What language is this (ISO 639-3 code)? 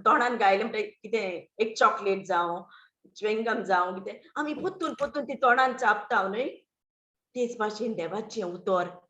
kok